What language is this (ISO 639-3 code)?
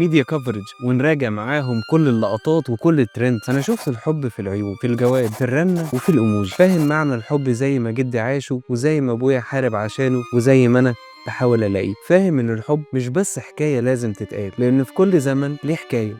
arz